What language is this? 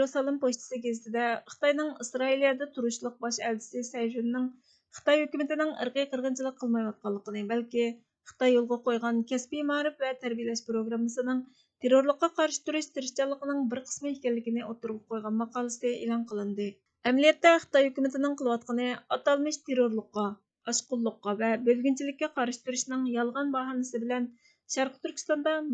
Uyghur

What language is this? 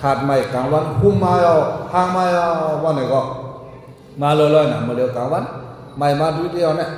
Shan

